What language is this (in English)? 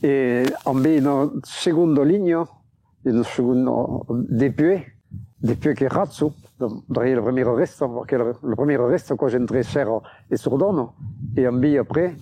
Occitan